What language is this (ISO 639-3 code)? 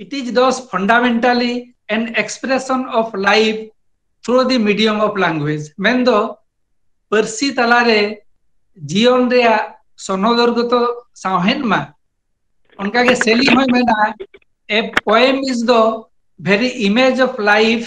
sat